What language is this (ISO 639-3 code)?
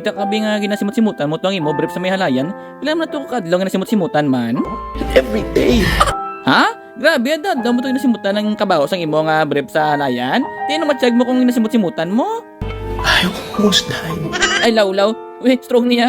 hil